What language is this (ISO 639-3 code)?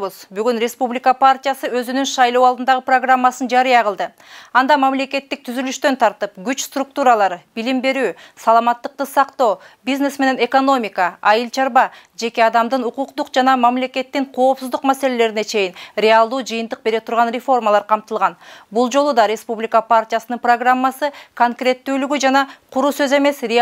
kir